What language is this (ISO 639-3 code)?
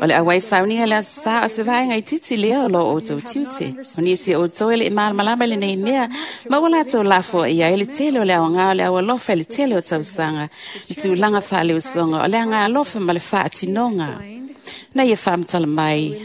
smo